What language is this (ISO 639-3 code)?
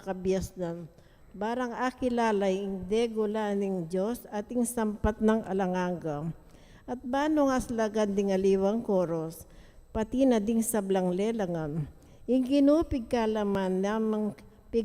pam